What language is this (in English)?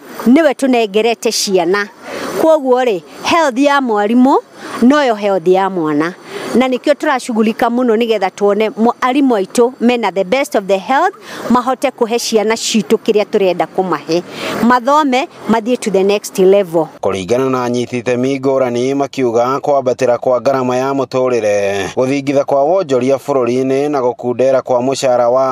Kikuyu